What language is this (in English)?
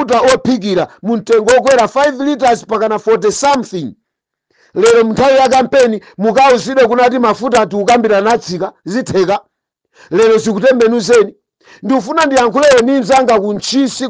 Nyanja